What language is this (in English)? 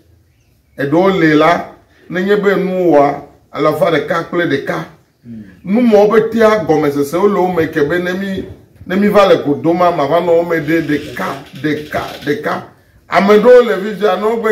Ewe